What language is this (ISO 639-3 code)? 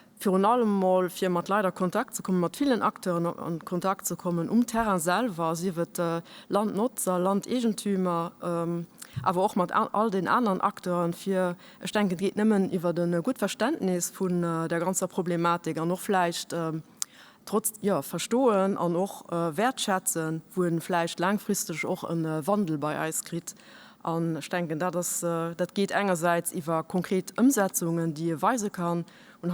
ltz